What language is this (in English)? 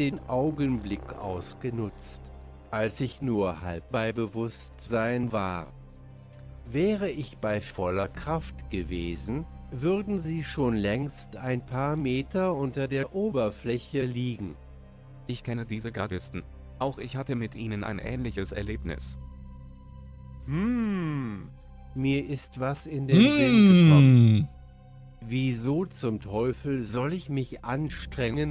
German